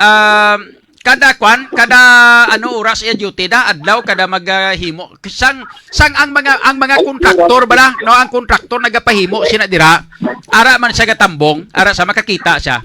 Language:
Hiligaynon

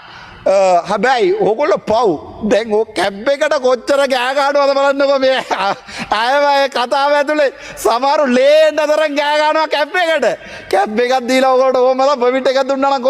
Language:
Sinhala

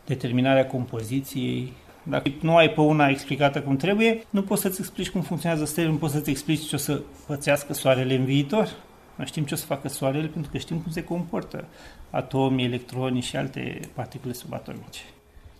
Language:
Romanian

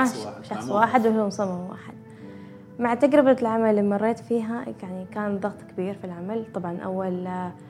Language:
Gulf Arabic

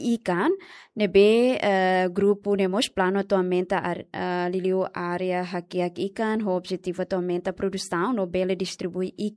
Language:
Tetum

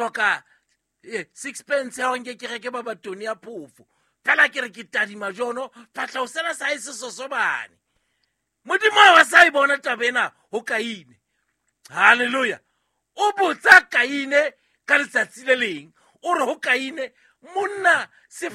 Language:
Southern Sotho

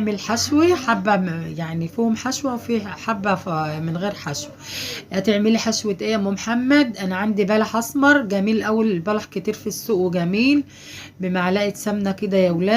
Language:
Egyptian Arabic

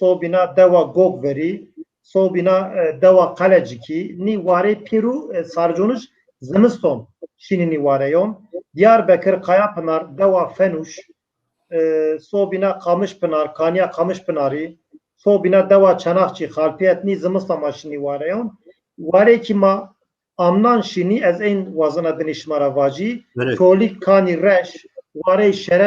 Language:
Zaza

